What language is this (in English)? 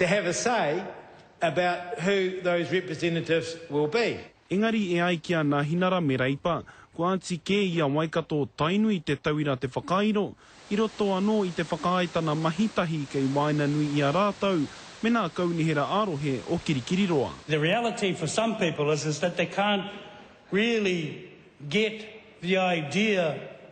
Māori